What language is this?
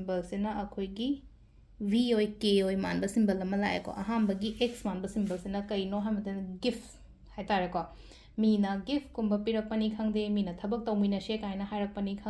Manipuri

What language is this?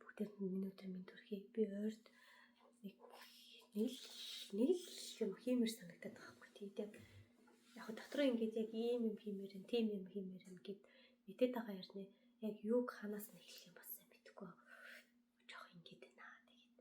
Mongolian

